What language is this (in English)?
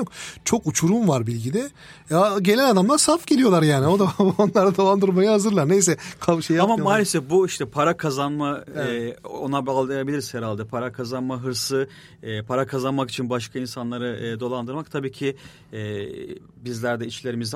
Turkish